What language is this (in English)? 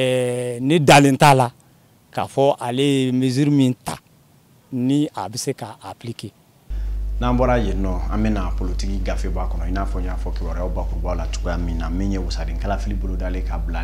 Bambara